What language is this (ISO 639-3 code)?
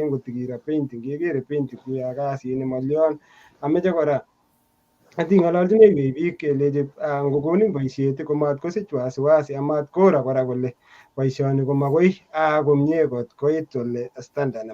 kln